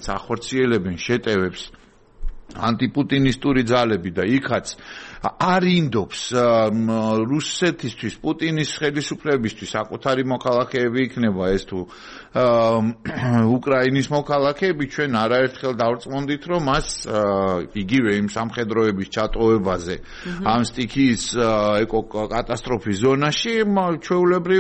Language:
Georgian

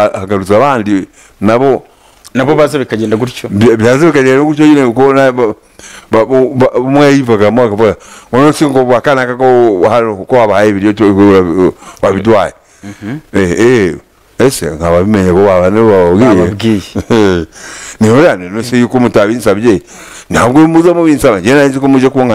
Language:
Kinyarwanda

